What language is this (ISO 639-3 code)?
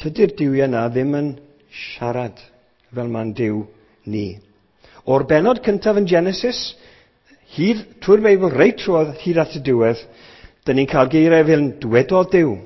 cym